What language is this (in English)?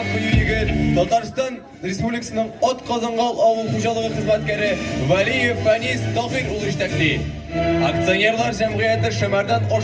Tatar